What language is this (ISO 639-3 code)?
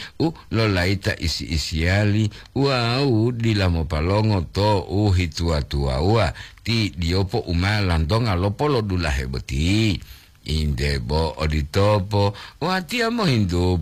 gor